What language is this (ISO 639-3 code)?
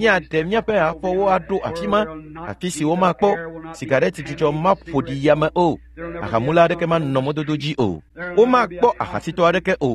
ewe